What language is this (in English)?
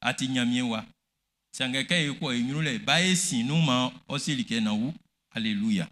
Baoulé